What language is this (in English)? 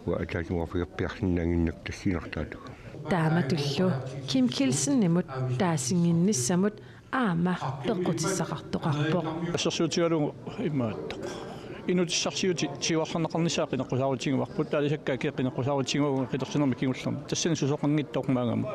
Kalaallisut